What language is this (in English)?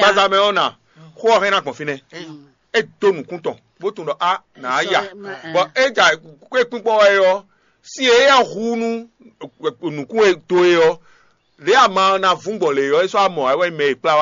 Fon